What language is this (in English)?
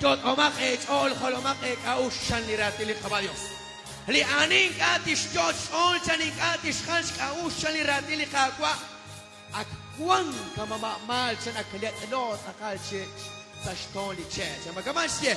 Kekchí